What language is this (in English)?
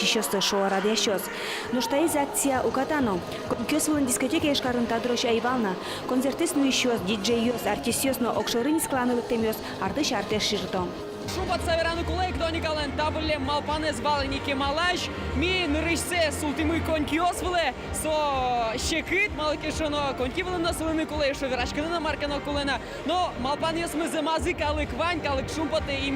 Udmurt